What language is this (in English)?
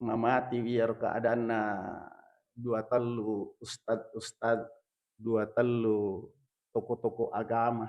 Buginese